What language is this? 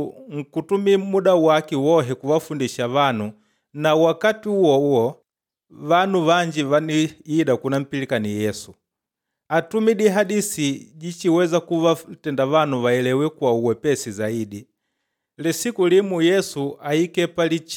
Makonde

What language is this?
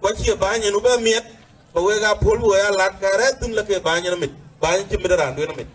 Dinka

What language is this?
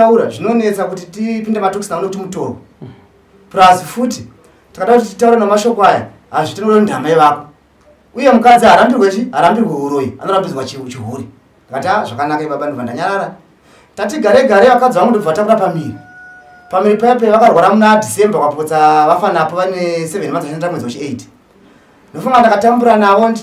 Shona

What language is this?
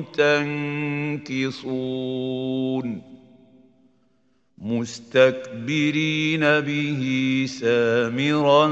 Arabic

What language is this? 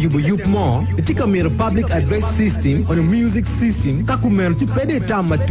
Acoli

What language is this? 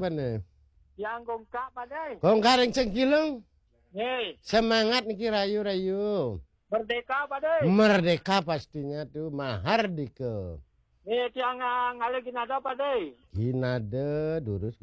Balinese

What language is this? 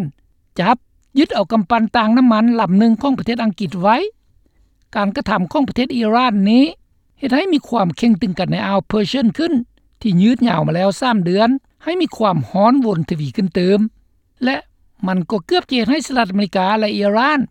Lao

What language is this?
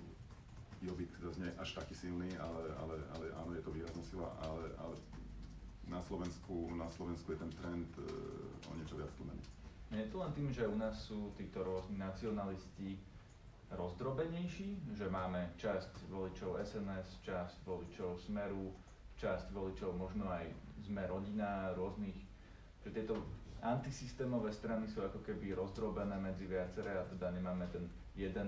Slovak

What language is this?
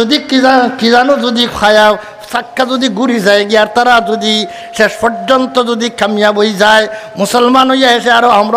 Sylheti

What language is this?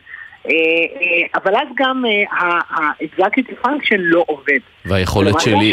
Hebrew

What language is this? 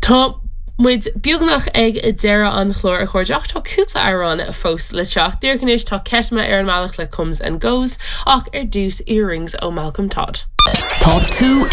Irish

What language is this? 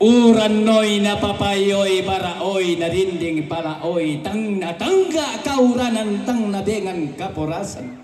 Toraja-Sa'dan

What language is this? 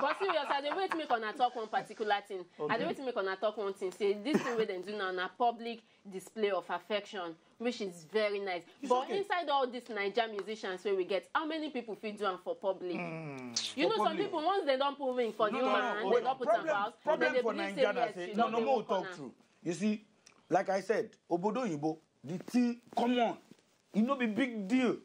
Nigerian Pidgin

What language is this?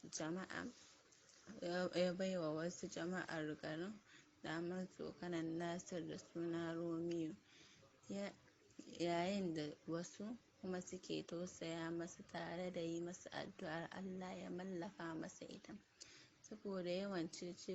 Hausa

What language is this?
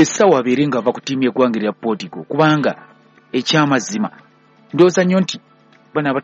Ganda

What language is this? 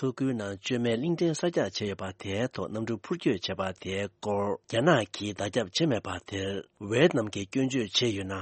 Tibetan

